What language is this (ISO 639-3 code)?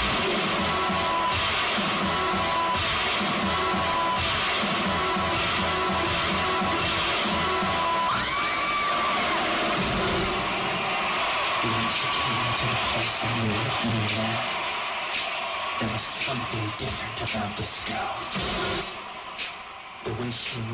eng